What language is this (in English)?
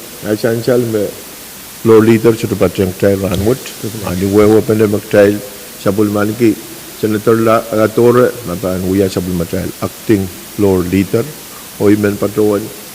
Pohnpeian